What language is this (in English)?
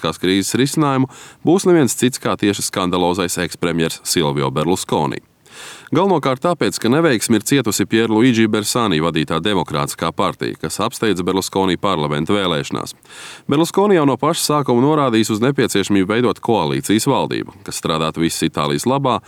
Latvian